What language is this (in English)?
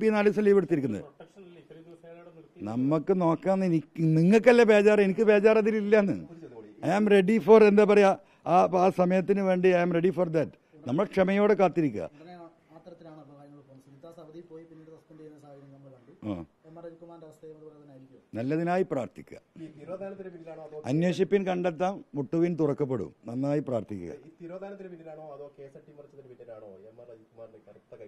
Malayalam